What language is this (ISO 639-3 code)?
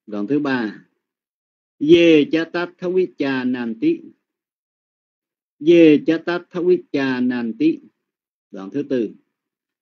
vie